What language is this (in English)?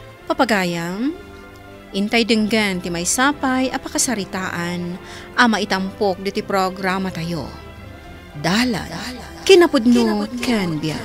Iloko